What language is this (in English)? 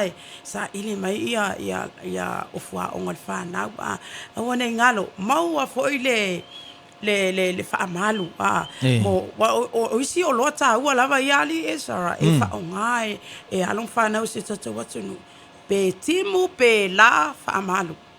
Samoan